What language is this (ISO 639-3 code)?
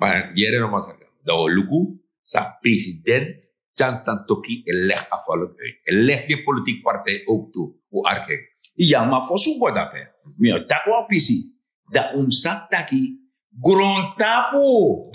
srn